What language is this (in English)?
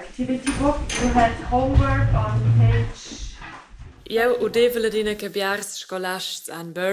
Romansh